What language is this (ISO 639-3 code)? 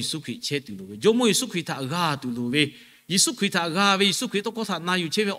lhu